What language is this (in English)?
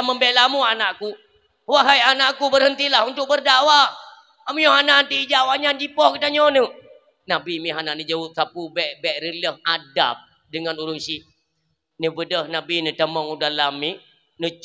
Achinese